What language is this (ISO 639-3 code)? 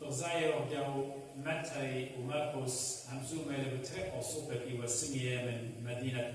aii